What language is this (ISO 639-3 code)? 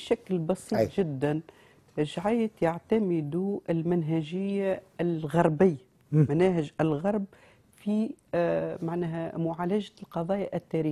aeb